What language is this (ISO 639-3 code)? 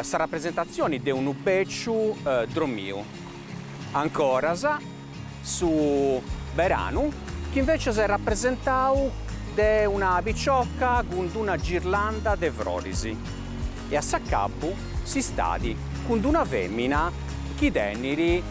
srd